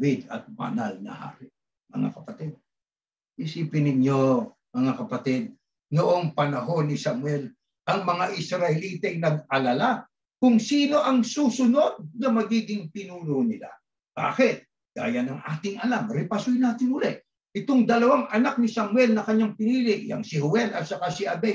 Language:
Filipino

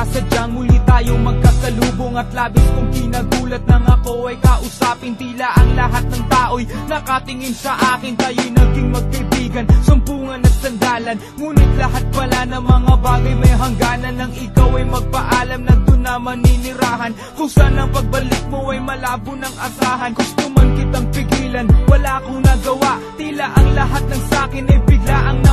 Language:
Filipino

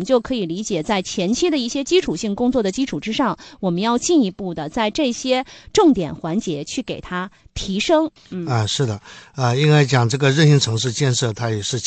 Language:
Chinese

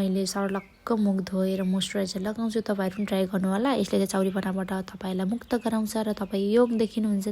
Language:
Nepali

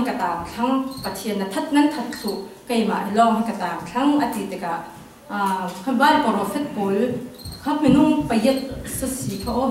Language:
Hakha Chin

